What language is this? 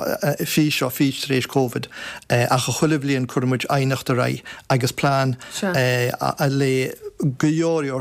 Irish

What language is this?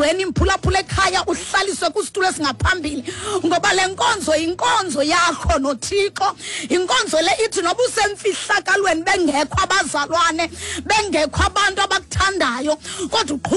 Xhosa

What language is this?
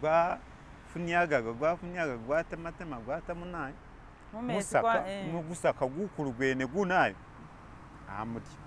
Masaaba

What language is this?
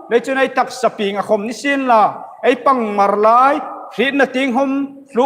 Hmar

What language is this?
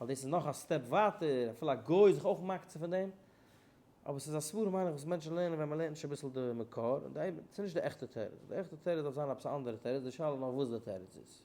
Yiddish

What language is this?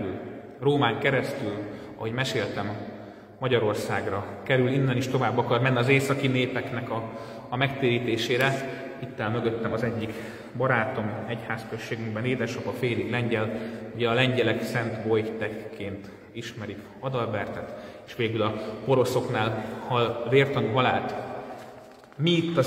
Hungarian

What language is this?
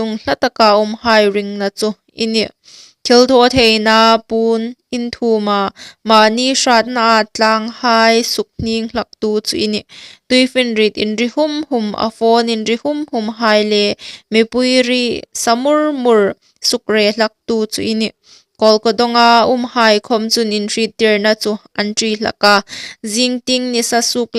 Hmar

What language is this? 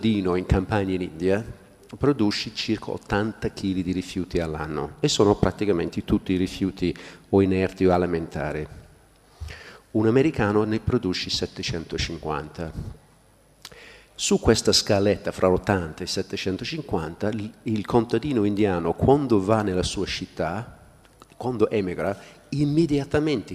Italian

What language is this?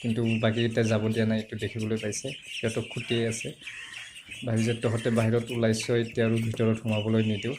Assamese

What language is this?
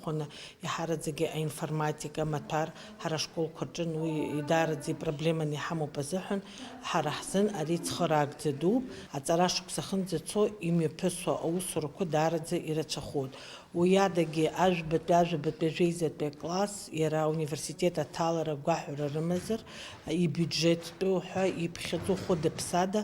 Abkhazian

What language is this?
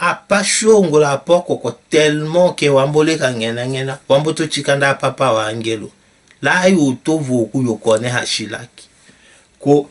Tetela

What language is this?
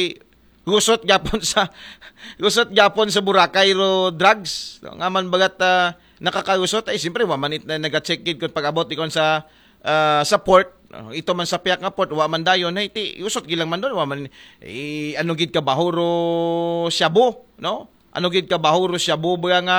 Aklanon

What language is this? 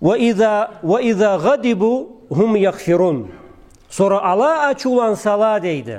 Karachay-Balkar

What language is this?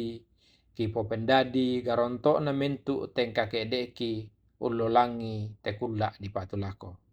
Toraja-Sa'dan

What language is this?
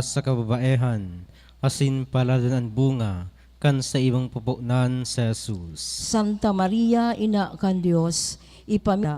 Bikol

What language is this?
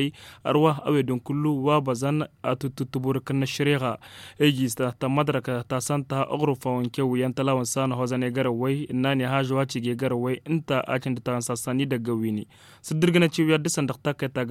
Tamasheq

